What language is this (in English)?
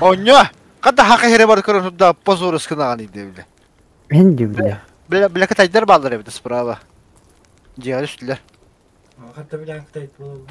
Yakut